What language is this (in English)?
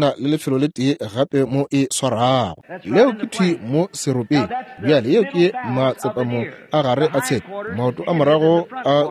Northern Sotho